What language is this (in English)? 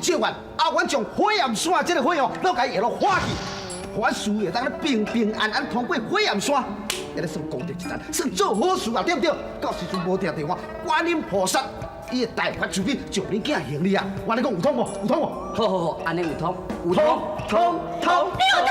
Min Nan Chinese